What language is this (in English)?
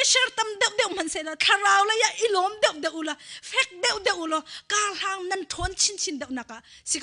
Hakha Chin